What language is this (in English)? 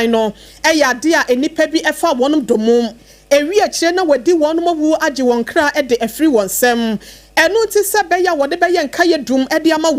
Akan